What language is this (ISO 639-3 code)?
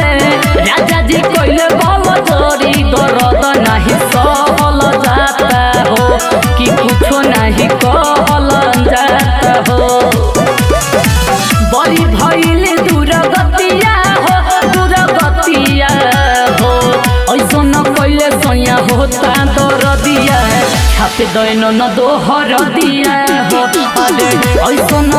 bho